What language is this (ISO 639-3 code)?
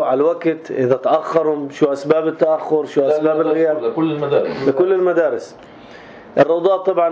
apc